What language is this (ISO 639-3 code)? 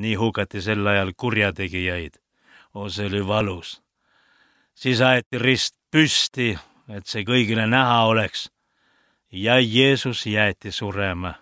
est